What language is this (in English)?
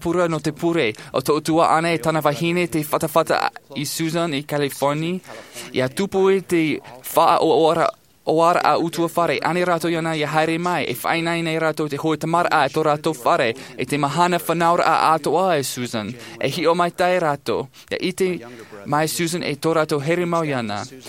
Tahitian